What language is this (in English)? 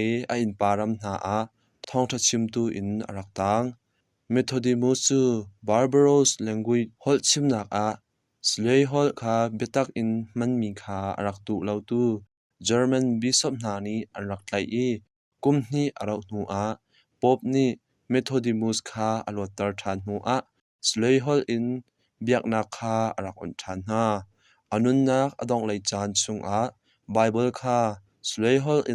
Hakha Chin